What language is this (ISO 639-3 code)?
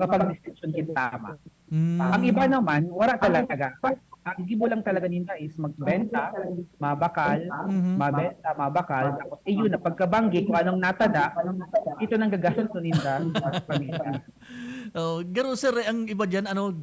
bik